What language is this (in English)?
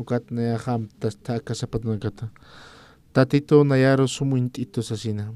Aymara